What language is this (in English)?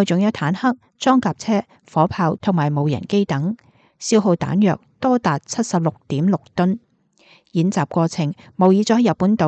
Cantonese